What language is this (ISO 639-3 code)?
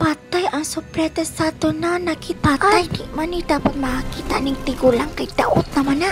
ceb